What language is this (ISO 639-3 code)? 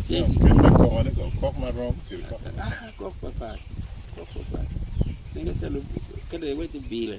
ach